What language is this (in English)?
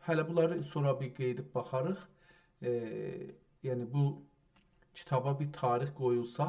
South Azerbaijani